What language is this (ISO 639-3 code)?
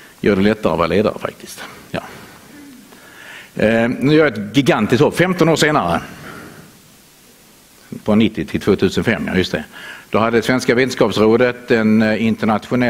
swe